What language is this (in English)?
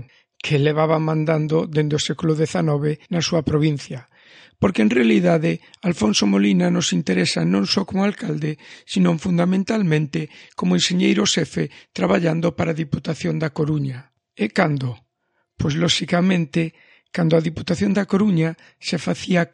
Galician